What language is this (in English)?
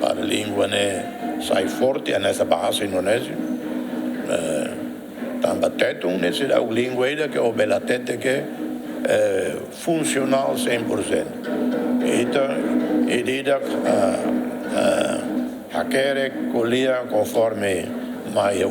Tetum